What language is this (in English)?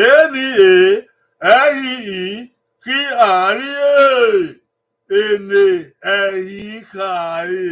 Bini